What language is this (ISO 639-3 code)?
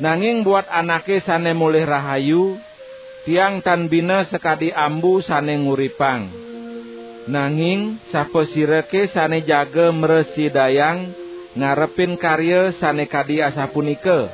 ban